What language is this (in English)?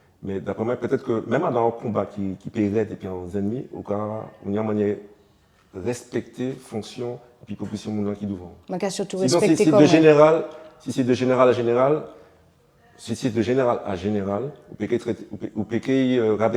Guadeloupean Creole French